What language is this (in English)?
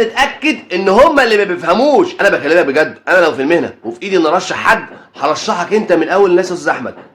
Egyptian Arabic